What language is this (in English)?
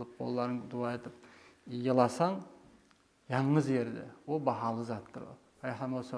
Kumyk